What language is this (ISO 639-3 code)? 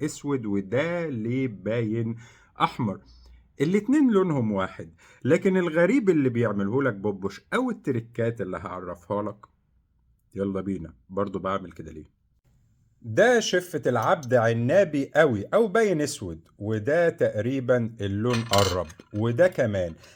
arz